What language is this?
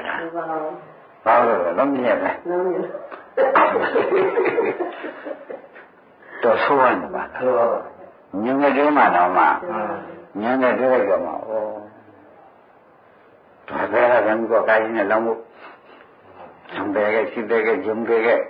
Burmese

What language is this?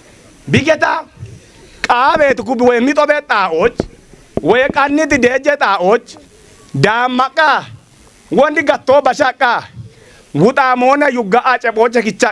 Kafa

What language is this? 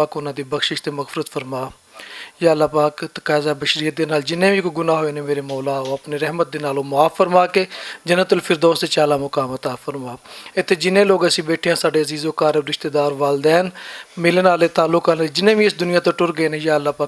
Western Panjabi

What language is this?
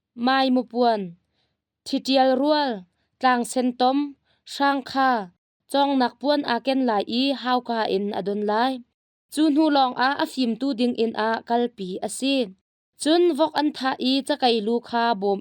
Hakha Chin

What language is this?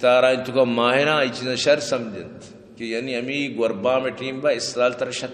Eastern Balochi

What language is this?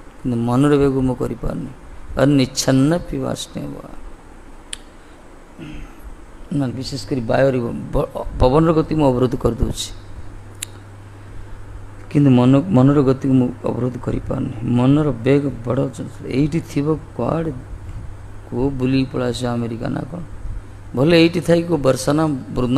Odia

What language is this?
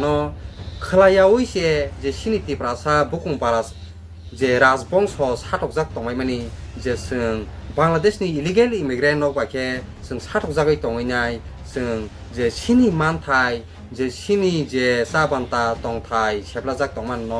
Kok Borok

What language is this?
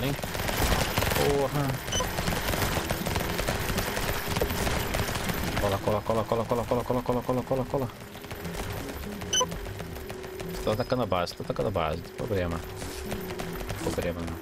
Portuguese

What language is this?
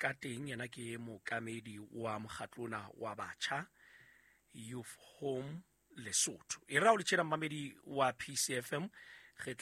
Southern Sotho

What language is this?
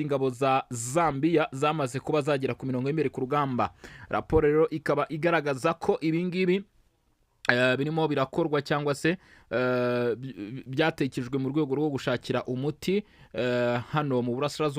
Kinyarwanda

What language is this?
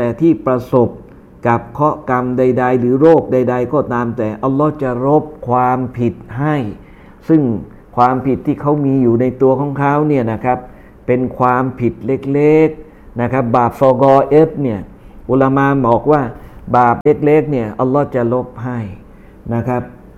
Thai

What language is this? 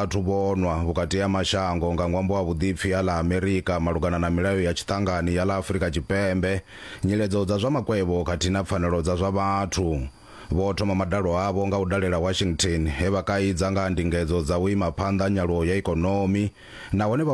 Venda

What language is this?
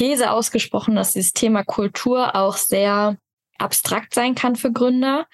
German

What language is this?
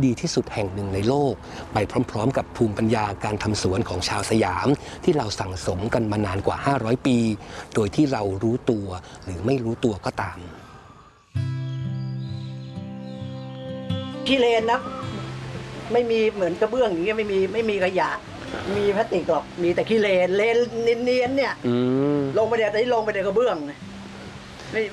Thai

